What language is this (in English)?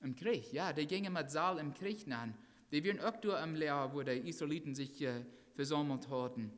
Plautdietsch